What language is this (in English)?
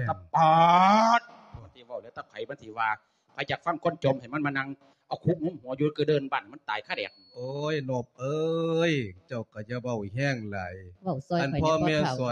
Lao